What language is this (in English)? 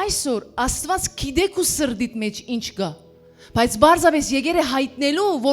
Western Armenian